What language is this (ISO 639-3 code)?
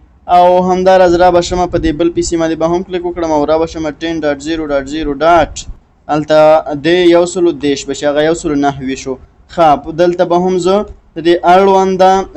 pus